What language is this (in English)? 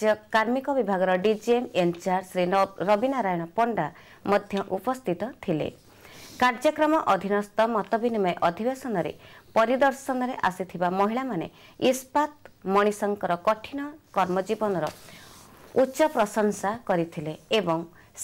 Odia